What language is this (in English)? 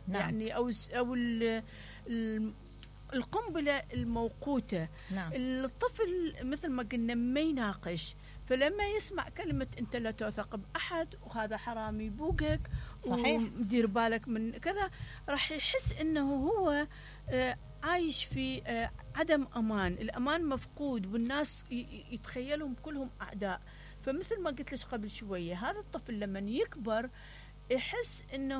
Mesopotamian Arabic